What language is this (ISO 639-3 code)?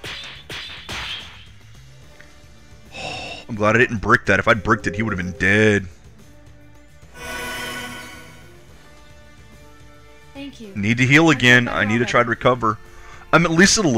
eng